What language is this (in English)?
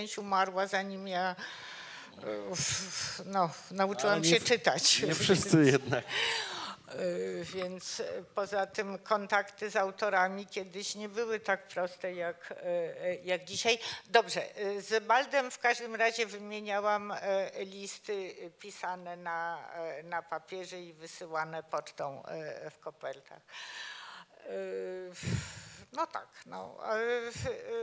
Polish